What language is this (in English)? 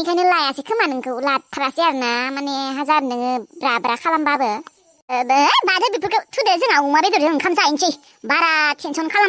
Bodo